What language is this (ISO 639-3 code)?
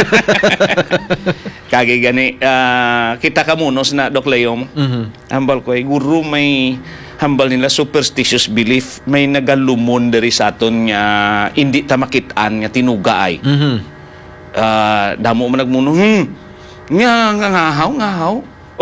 hil